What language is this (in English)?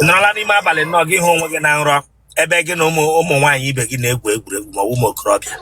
Igbo